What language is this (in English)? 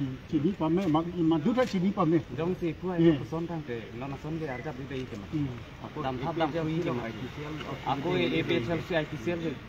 Karbi